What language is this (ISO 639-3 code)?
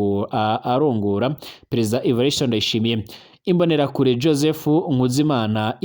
run